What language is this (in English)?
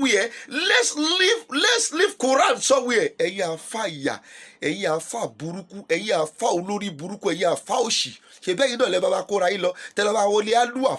Yoruba